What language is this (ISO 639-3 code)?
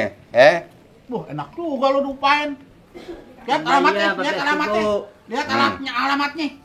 bew